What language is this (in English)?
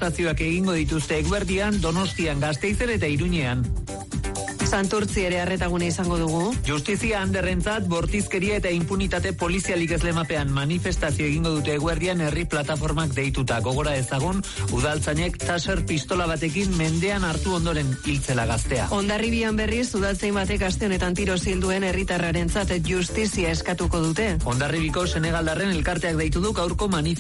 Basque